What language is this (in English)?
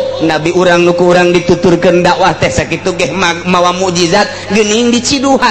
Sundanese